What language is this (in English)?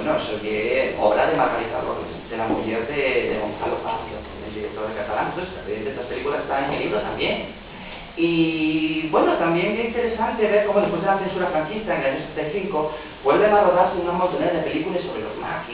Asturian